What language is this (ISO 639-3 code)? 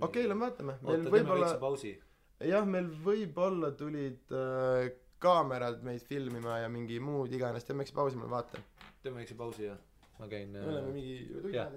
est